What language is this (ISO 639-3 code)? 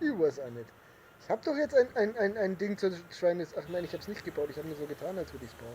bar